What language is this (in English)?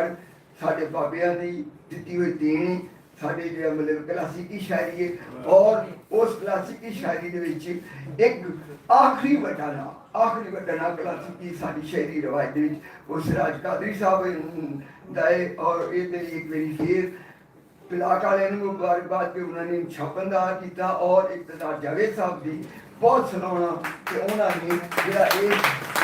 Western Panjabi